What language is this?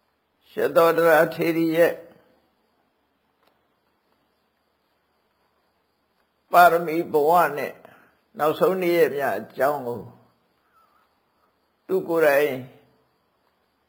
Burmese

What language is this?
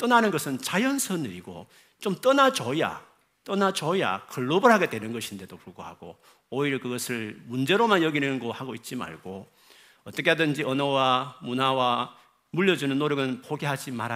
Korean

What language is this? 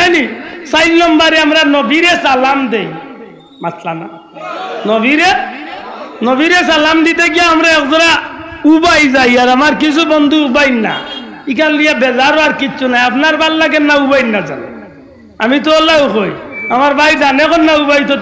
Sylheti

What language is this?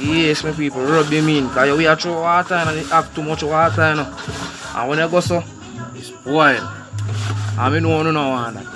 Jamaican Creole English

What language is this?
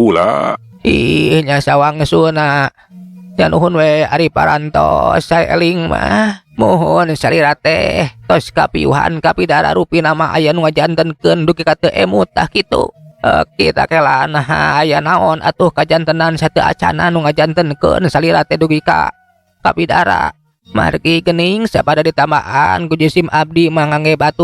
Sundanese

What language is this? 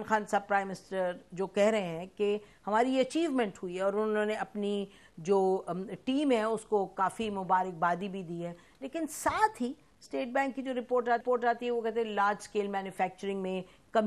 Urdu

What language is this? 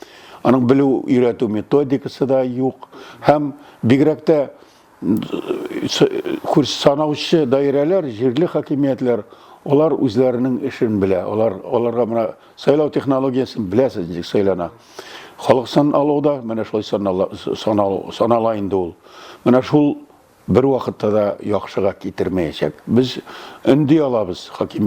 Tatar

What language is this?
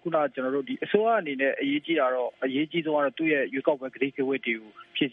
Burmese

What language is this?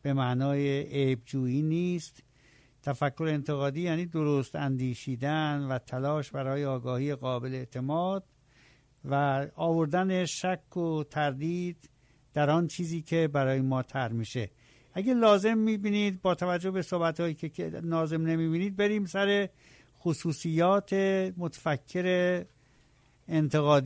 Persian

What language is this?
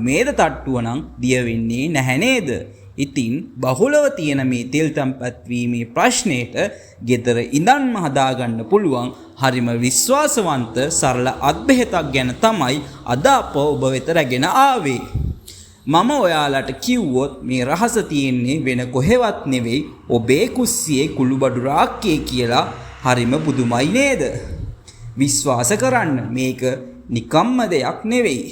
Sinhala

